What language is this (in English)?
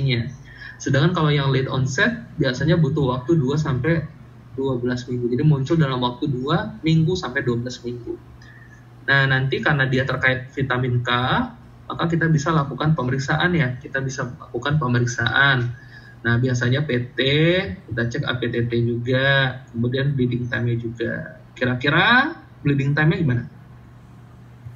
Indonesian